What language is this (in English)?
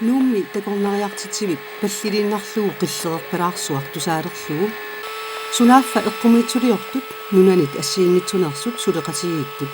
Kalaallisut